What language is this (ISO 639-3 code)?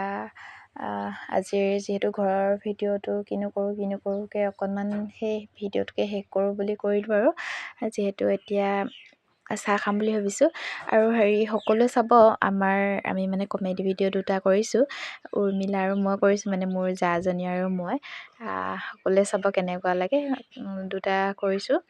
asm